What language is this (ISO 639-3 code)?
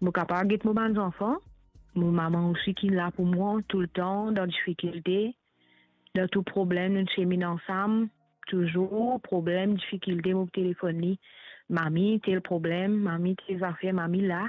mfe